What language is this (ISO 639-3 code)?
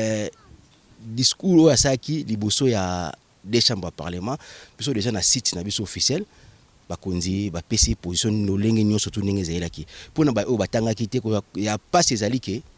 lin